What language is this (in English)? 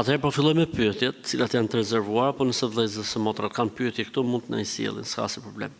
Albanian